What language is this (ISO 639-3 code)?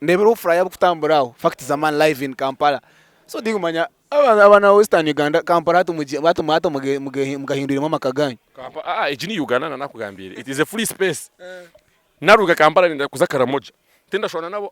nyn